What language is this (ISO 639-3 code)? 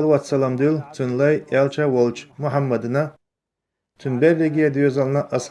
che